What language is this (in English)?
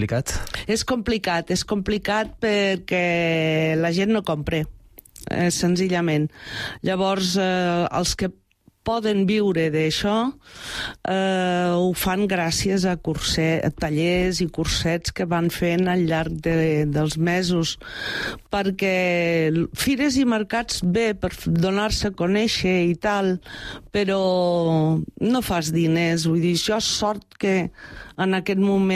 Catalan